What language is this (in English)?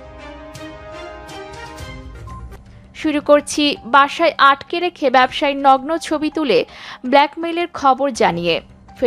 Bangla